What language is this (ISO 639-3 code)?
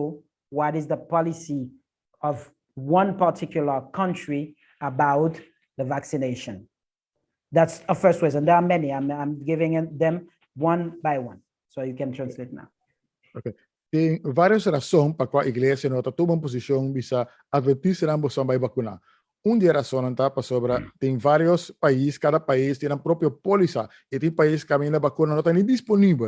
pap